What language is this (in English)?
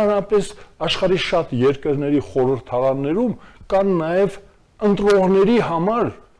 Armenian